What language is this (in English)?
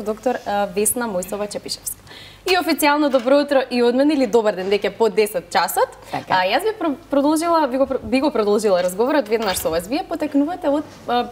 Macedonian